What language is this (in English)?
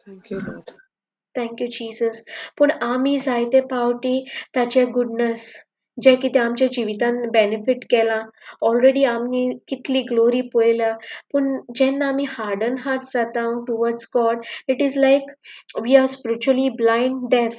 Konkani